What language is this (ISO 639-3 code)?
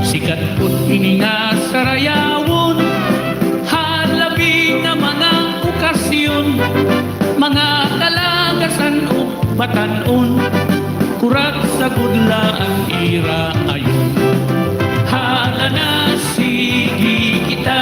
war